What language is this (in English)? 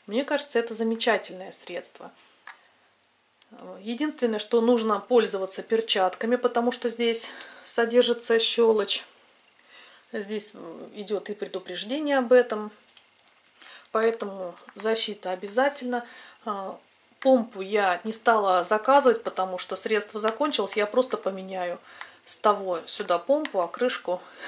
Russian